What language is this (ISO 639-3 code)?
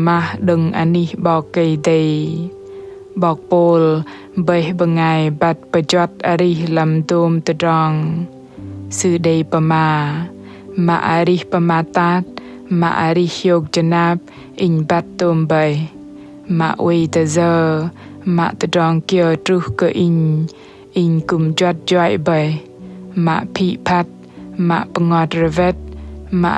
bdq